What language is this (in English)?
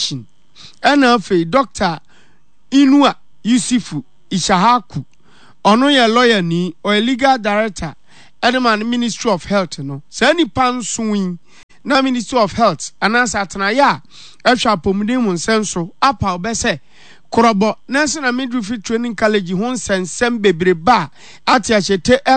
Akan